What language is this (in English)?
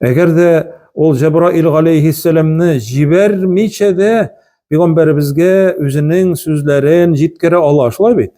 Tatar